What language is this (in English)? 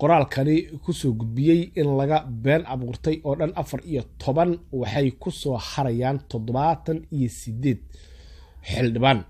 Somali